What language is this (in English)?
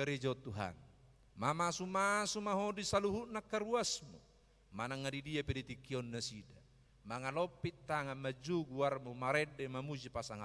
Batak Toba